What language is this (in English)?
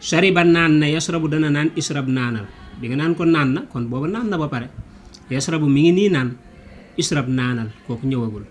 Wolof